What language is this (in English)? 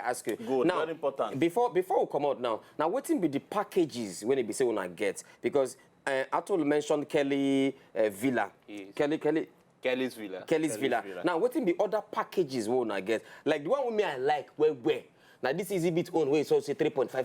Nigerian Pidgin